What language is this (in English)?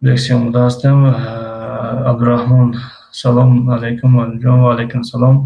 Tajik